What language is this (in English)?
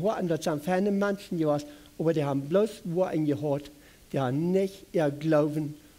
Plautdietsch